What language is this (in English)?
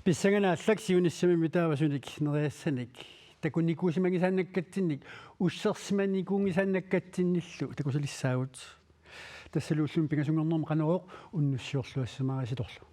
Kalaallisut